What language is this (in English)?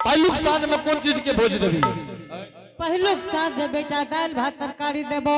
Angika